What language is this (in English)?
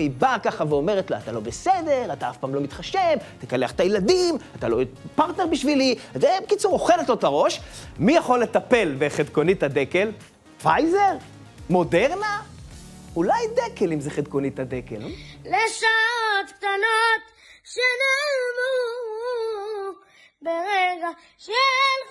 Hebrew